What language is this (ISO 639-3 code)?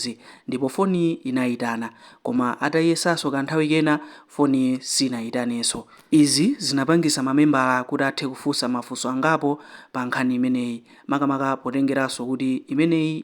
nya